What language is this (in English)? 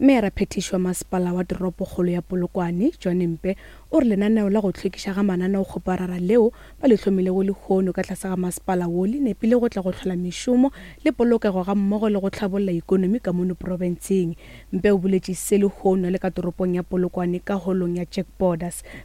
Northern Sotho